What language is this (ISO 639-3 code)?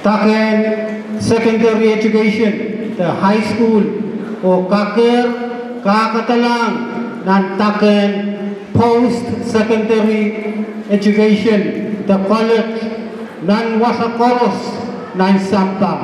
pon